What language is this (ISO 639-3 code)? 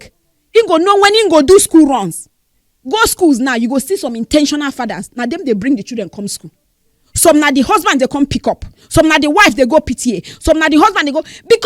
pcm